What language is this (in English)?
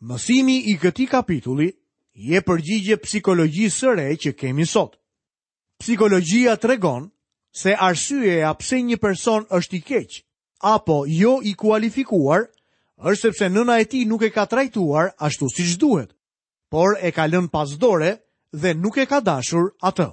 Albanian